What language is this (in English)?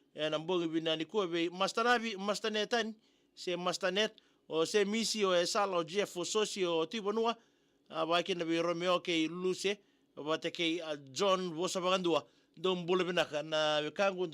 Fijian